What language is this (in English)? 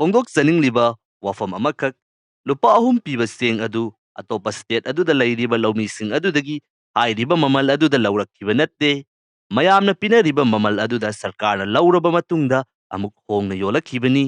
Manipuri